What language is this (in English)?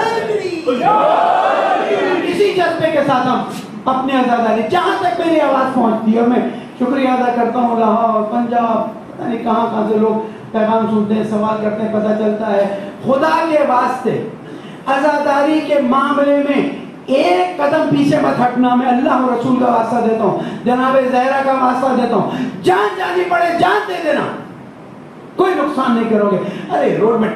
Urdu